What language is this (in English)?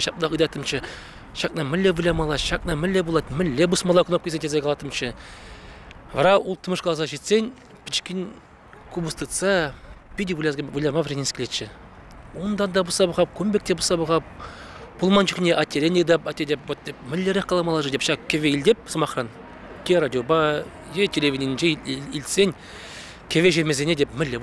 Chuvash